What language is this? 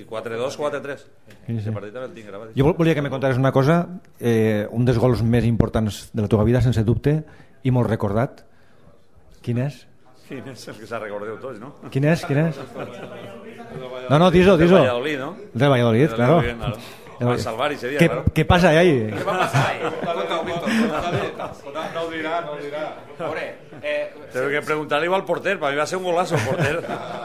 Catalan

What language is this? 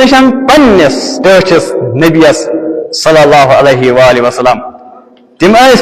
Kashmiri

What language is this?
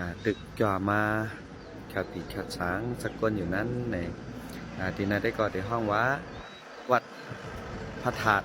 Shan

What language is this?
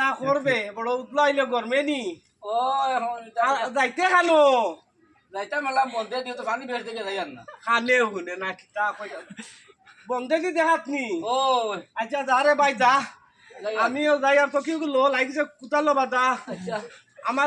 Sylheti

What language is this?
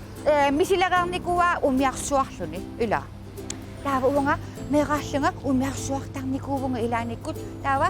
Kalaallisut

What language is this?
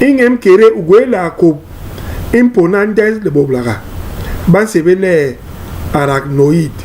Basaa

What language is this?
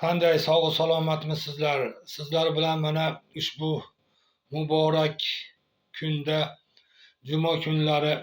Uzbek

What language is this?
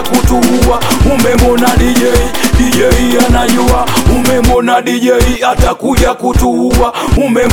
Swahili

